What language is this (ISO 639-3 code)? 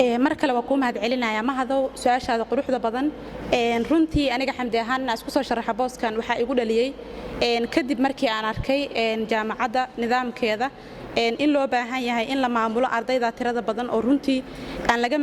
som